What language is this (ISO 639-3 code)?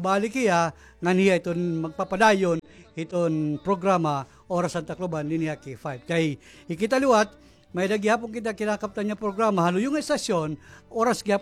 war